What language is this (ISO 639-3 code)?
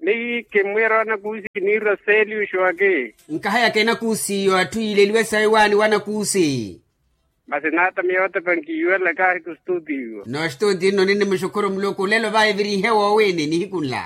vmw